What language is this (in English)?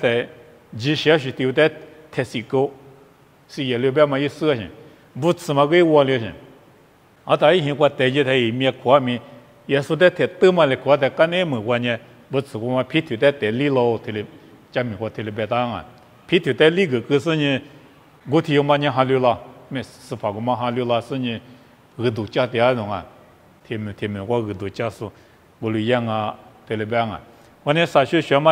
Lisu